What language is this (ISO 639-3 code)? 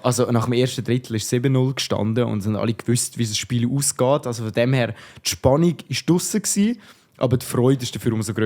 gsw